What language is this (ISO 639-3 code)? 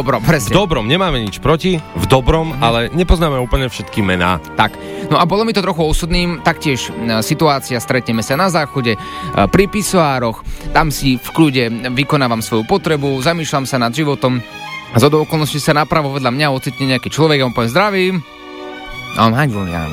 slk